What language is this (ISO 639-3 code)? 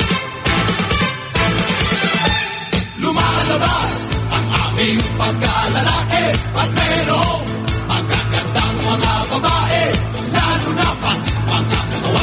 fil